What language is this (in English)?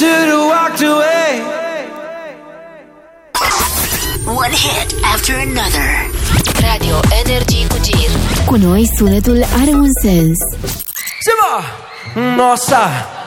Romanian